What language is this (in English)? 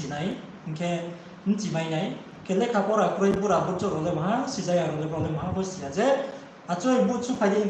Riang (India)